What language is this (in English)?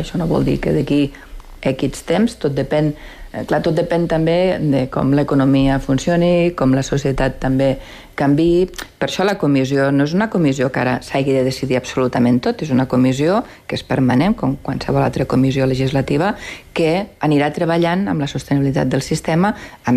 Catalan